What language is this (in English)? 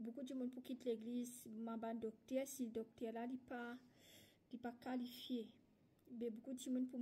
Morisyen